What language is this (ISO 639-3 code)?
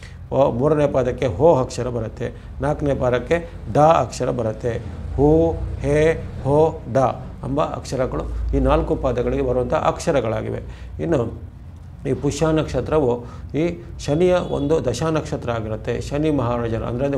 kan